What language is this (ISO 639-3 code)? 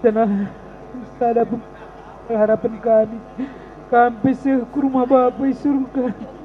btx